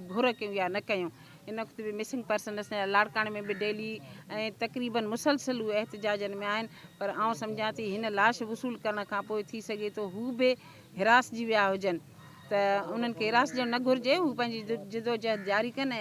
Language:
Sindhi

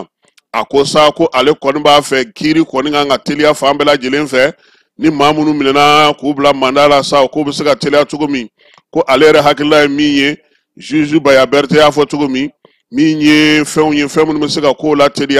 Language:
Bambara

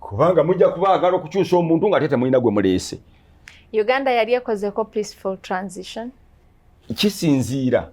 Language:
Ganda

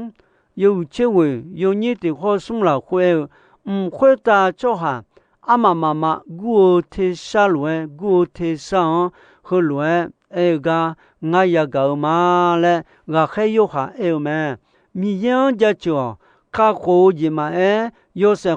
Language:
Akha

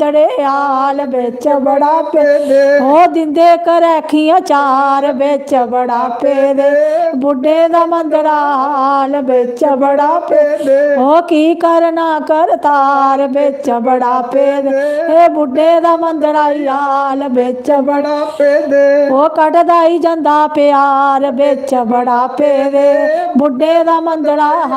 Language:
Dogri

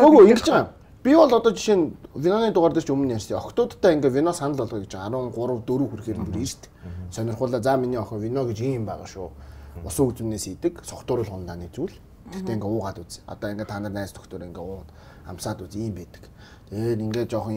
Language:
Mongolian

